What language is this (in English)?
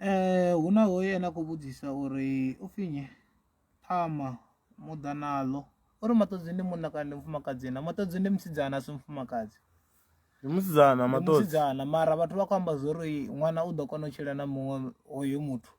Venda